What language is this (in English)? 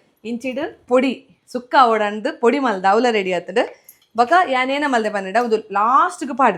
Tulu